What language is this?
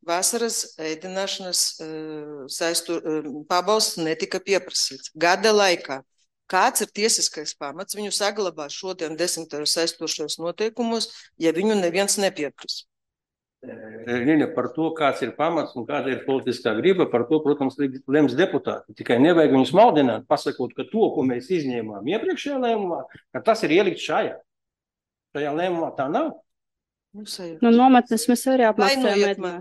Latvian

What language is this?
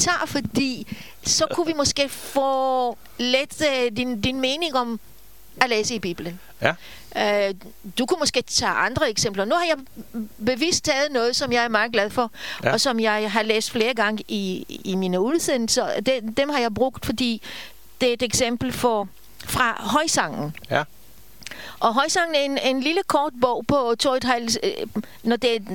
Danish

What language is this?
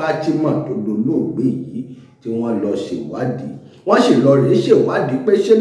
Yoruba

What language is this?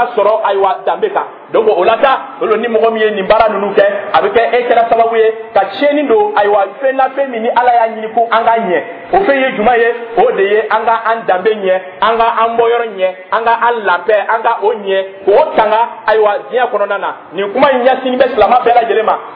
Dyula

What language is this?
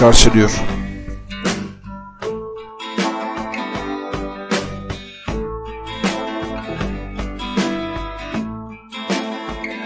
Turkish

